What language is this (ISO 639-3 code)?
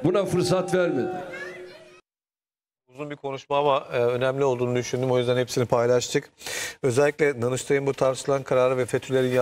tur